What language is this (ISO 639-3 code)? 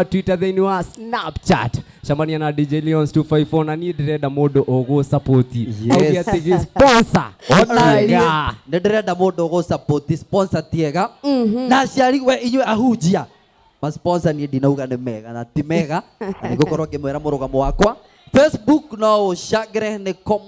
kik